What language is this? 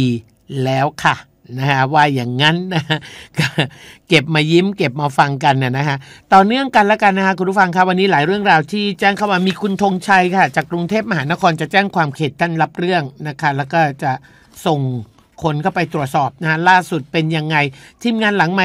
Thai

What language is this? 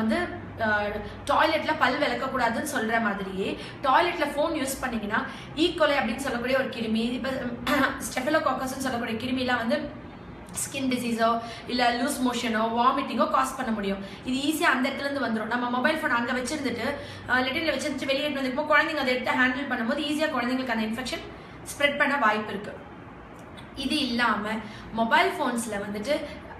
Tamil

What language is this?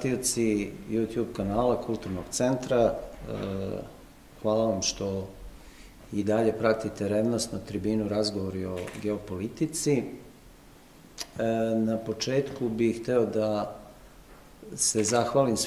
Serbian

